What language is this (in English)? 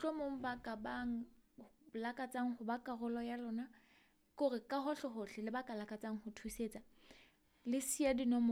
Southern Sotho